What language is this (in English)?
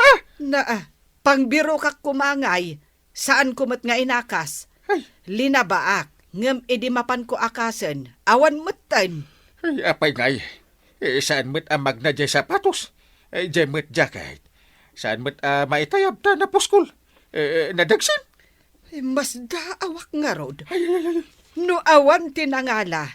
Iloko